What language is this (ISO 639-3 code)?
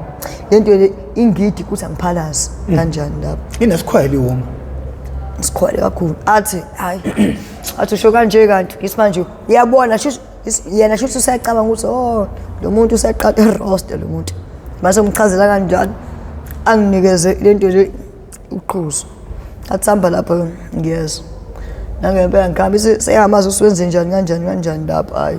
zul